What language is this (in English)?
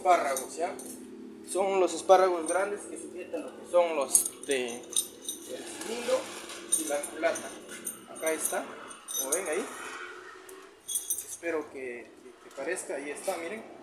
Spanish